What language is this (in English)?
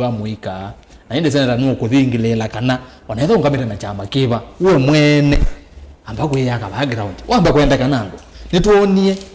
Kamba